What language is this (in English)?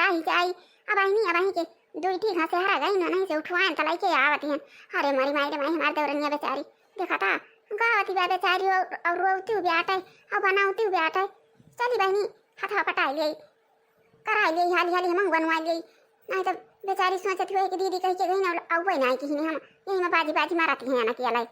Awadhi